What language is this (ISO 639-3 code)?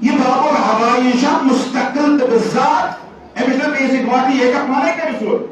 kas